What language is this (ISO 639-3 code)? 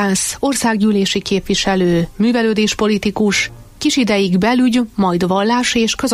hun